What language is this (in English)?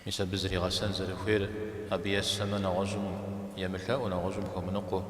Kabardian